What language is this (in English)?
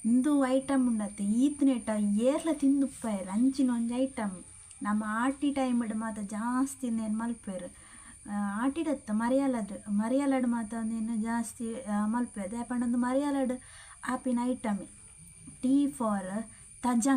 Tulu